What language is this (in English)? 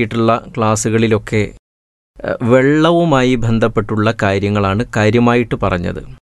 Malayalam